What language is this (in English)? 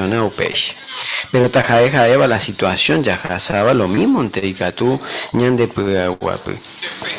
Guarani